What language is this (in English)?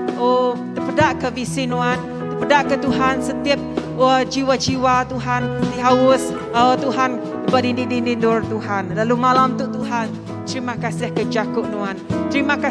Iban